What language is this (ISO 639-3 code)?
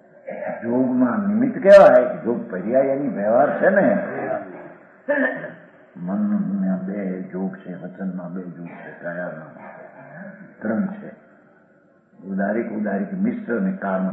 guj